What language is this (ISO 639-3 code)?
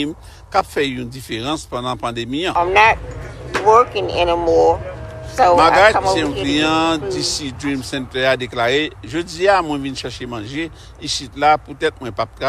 hat